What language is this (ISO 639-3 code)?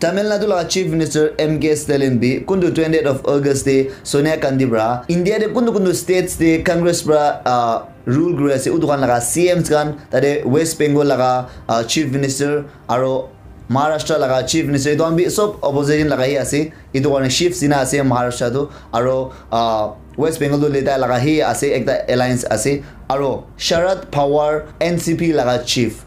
nag